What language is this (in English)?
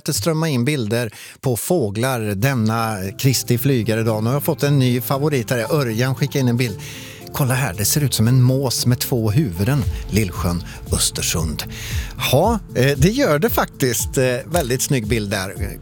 Swedish